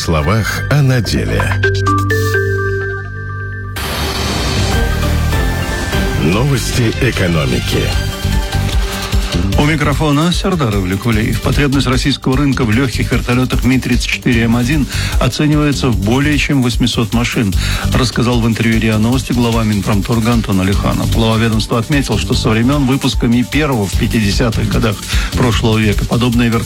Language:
Russian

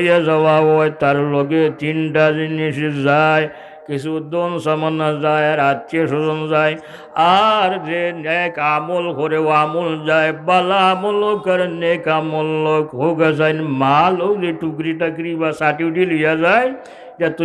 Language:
Sylheti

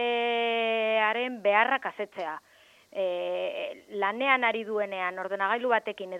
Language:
Basque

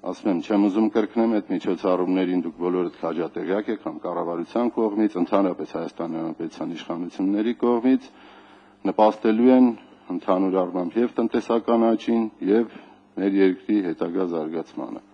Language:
Armenian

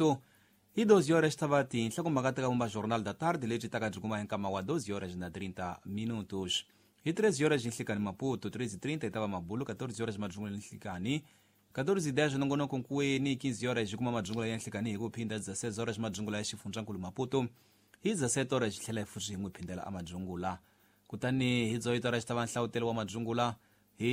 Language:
Tsonga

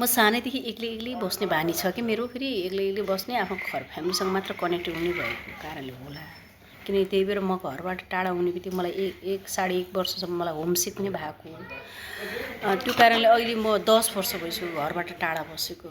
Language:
Nepali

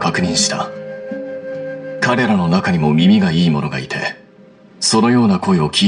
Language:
Japanese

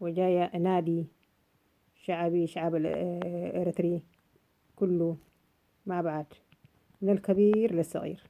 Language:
North Levantine Arabic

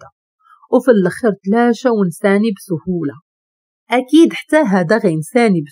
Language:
Moroccan Arabic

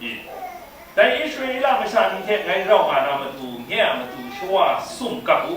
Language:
Kachin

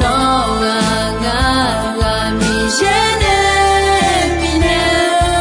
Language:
Akha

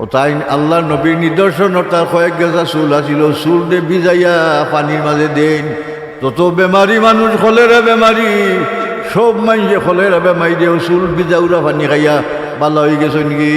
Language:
Sylheti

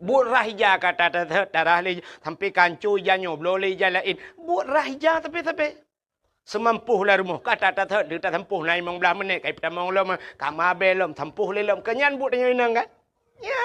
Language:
Achinese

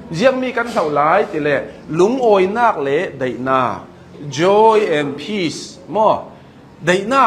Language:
Hakha Chin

